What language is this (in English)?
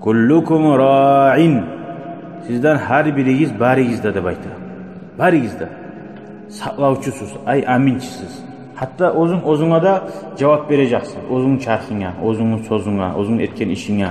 Kumyk